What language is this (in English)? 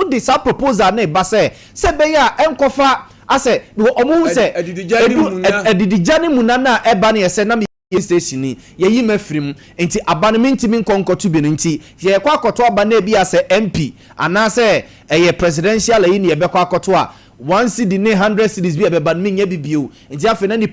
Akan